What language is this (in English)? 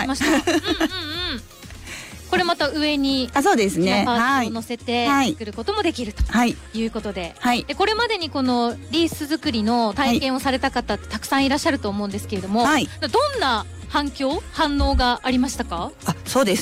Japanese